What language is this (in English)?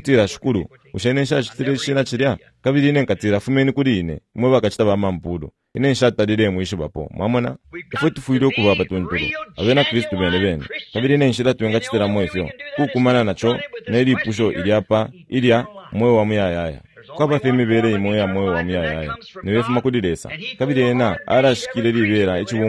Bemba